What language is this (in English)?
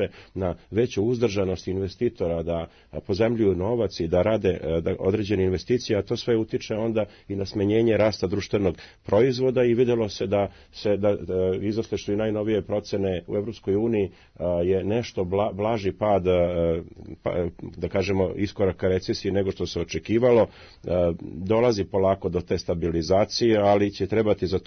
Serbian